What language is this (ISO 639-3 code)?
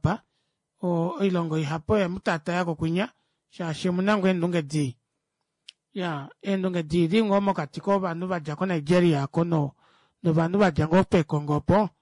kua